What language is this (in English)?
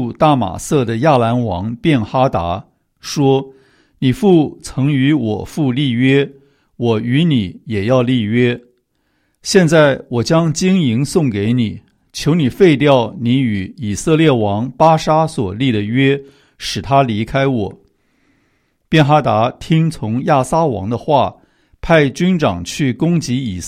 Chinese